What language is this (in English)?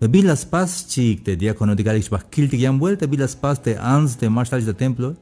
Tzeltal